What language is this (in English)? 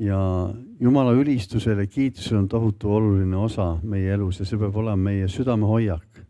Estonian